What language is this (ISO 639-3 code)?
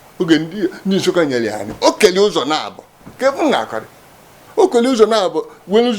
ibo